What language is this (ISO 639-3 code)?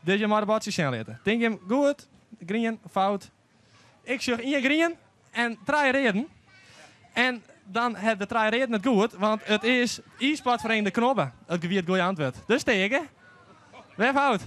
fry